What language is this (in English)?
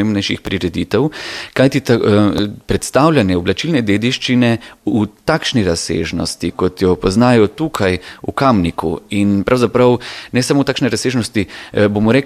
Slovenian